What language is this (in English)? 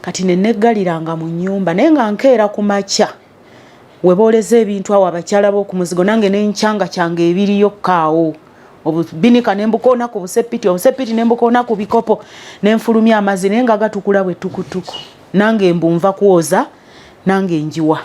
Ganda